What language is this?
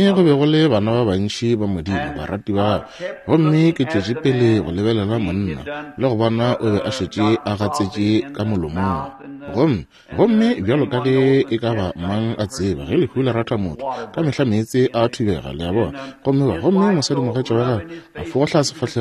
Northern Sotho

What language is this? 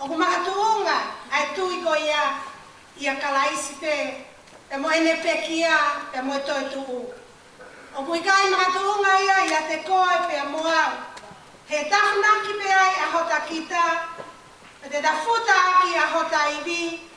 Tongan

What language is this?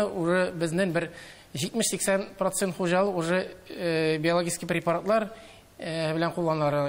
Tatar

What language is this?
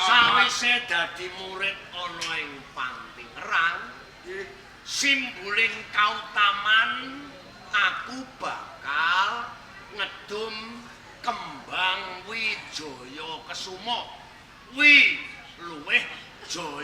Javanese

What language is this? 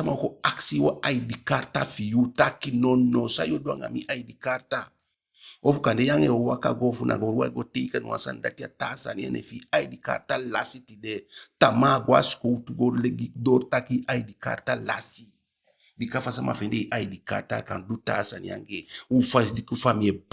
Eastern Maroon Creole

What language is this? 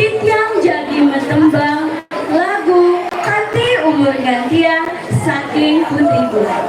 Balinese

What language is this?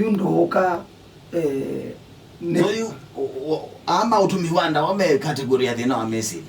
Kamba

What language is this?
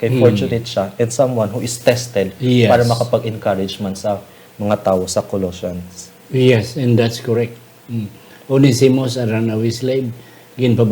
Hiligaynon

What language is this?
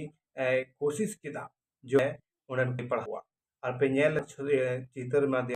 Santali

